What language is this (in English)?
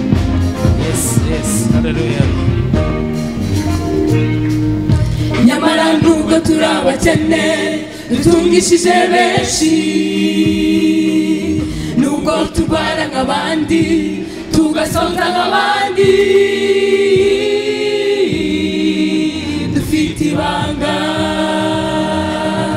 Kinyarwanda